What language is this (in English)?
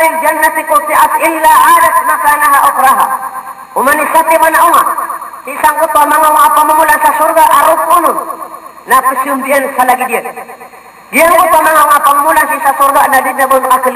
Maranao